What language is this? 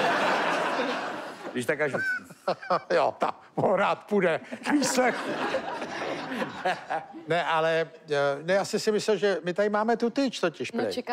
Czech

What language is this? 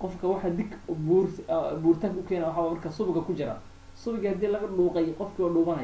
Somali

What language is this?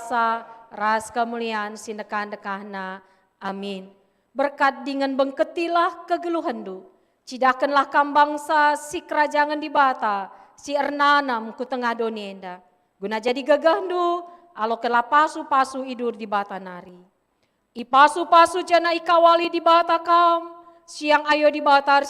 Batak Karo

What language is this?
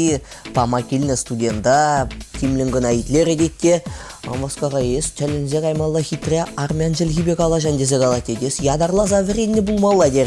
Chuvash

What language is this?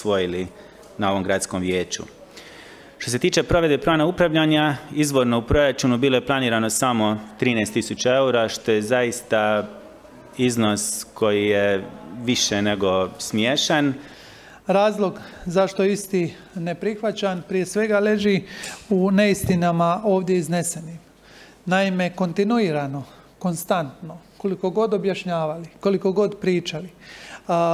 Croatian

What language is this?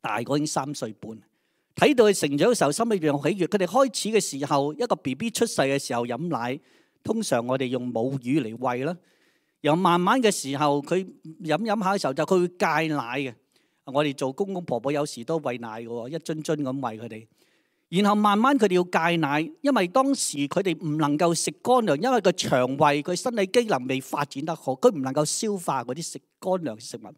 Cantonese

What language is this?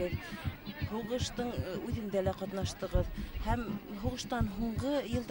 Bashkir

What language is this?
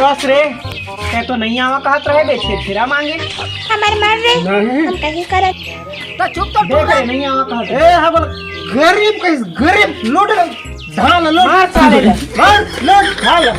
Chhattisgarhi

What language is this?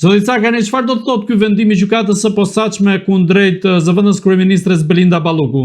Albanian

